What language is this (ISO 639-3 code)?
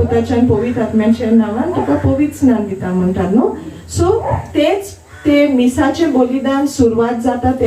kok